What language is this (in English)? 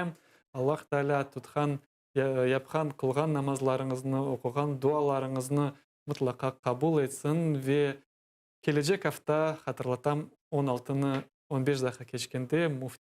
Crimean Tatar